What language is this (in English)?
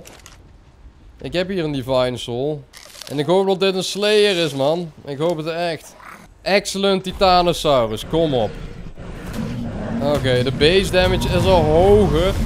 Dutch